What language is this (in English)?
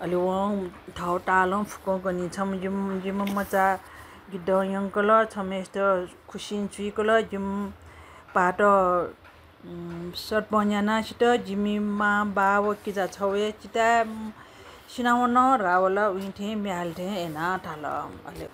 Newari